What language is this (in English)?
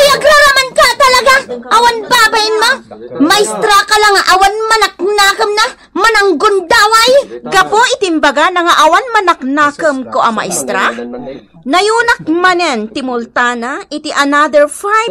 Iloko